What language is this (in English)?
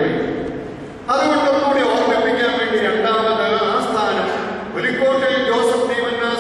Malayalam